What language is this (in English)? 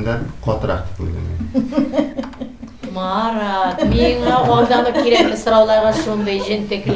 Tatar